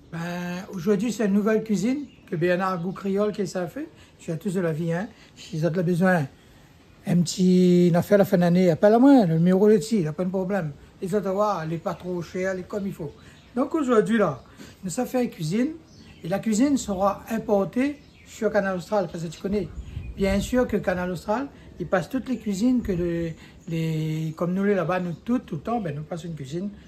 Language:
Réunion Creole French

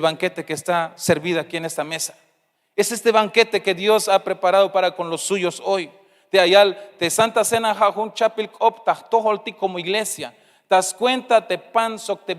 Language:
Tzeltal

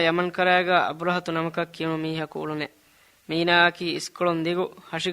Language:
Divehi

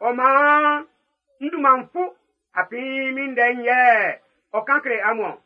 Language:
Baoulé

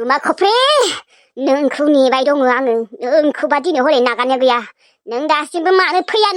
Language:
Bodo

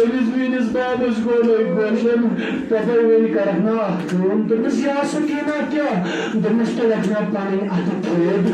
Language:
Kashmiri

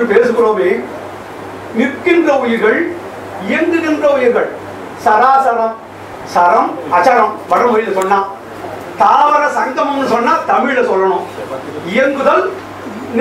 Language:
Tamil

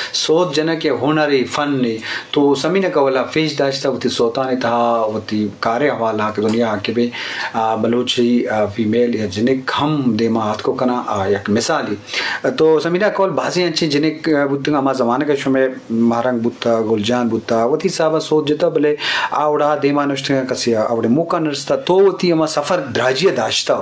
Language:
Eastern Balochi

